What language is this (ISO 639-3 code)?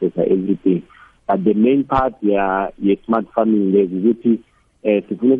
nbl